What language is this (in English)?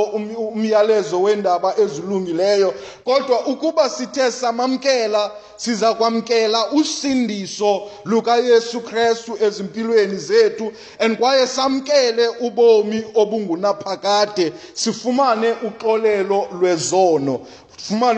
Xhosa